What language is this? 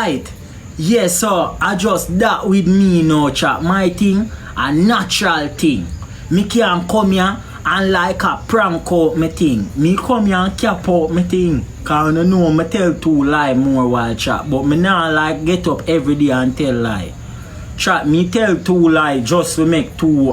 Jamaican Creole English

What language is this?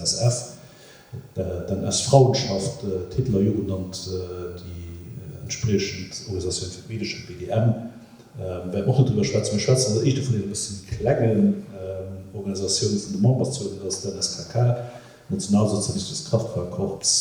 Luxembourgish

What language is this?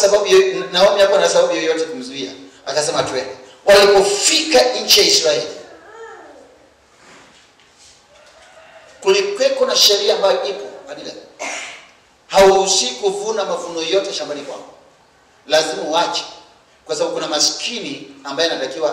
Swahili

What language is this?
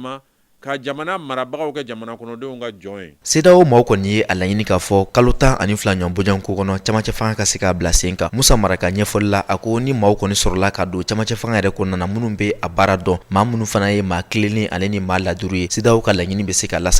Bambara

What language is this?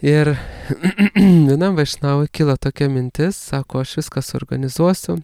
Lithuanian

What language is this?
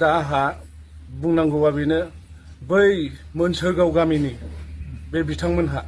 Bodo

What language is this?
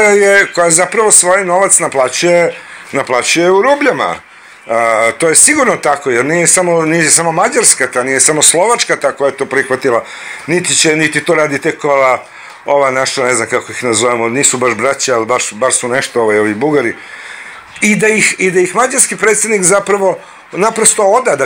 Serbian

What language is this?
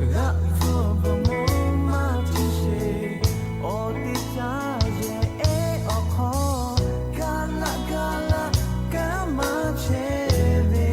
Lahu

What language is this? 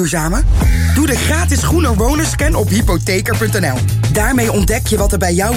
Dutch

